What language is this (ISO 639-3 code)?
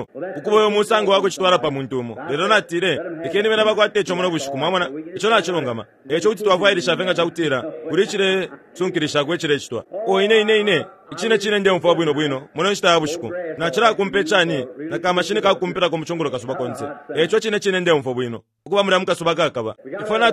bem